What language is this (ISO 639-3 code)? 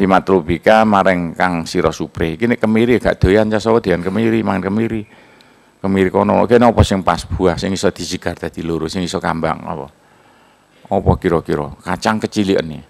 jav